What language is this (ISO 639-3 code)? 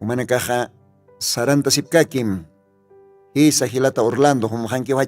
aym